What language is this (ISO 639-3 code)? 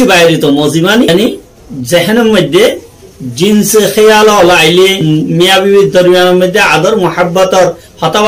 rhg